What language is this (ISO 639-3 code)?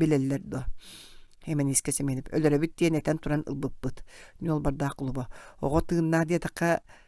sah